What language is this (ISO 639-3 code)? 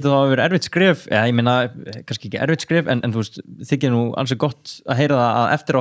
isl